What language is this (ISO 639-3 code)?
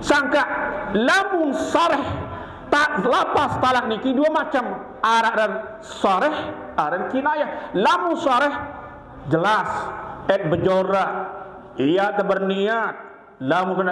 sas